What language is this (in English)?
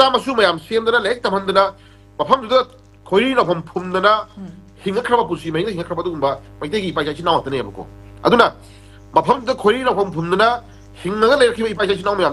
Manipuri